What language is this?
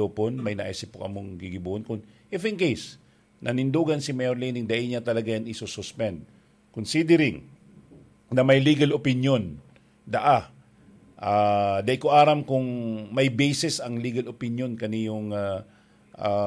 Bikol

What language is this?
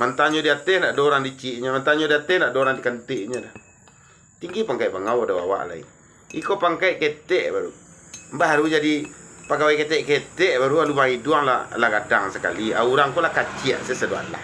Minangkabau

